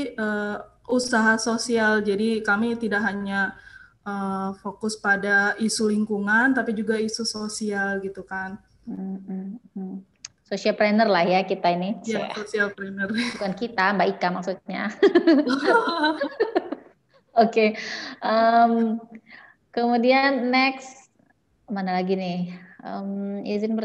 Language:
Indonesian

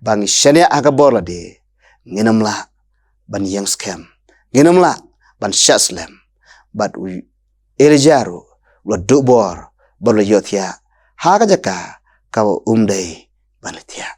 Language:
Khasi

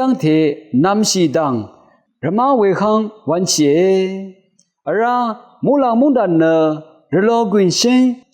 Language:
Rawang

